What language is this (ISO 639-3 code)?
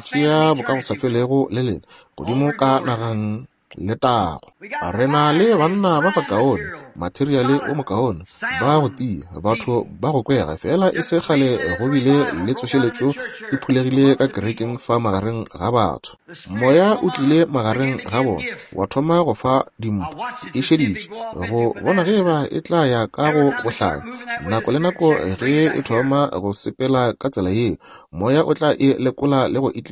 nso